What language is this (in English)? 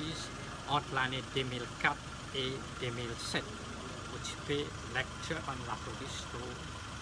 Morisyen